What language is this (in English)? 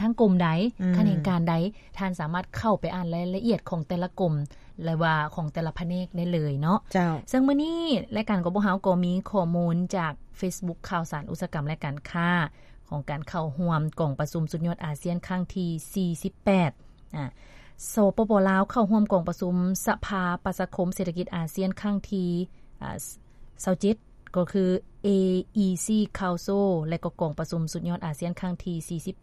Lao